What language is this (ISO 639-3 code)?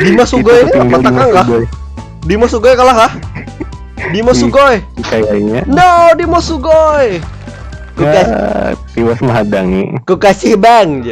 bjn